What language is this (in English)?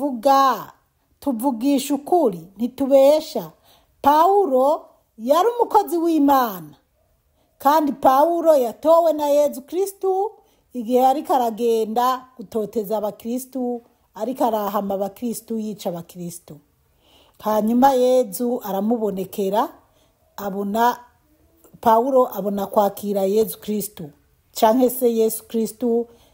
Rundi